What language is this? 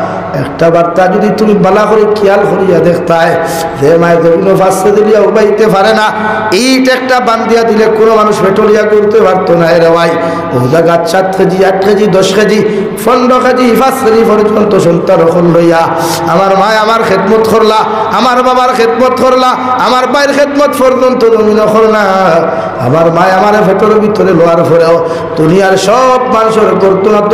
Sylheti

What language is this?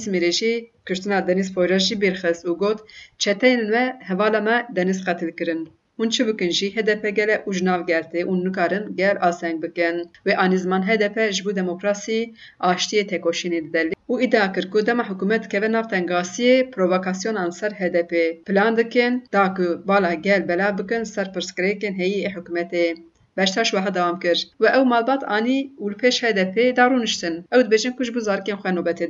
Kurdish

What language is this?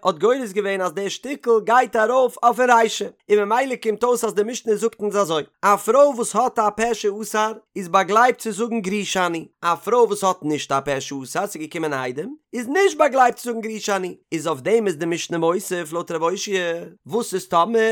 Yiddish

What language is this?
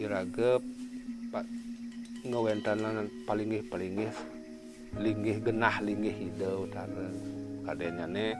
Balinese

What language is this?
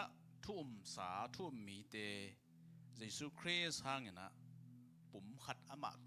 Tedim Chin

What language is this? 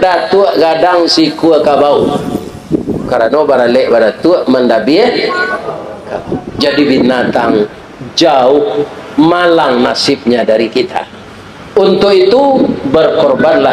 Minangkabau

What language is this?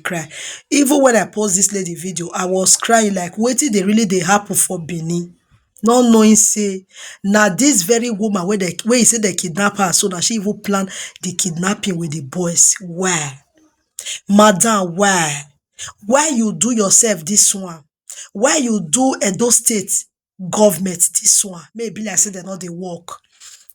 Nigerian Pidgin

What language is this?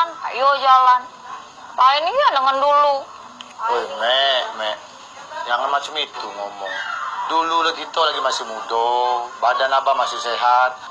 Musi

